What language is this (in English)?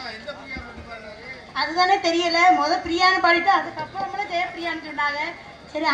Tamil